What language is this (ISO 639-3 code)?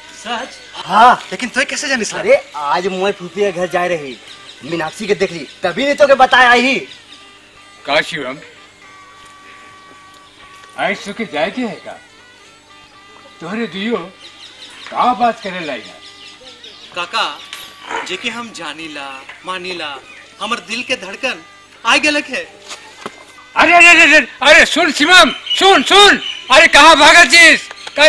sck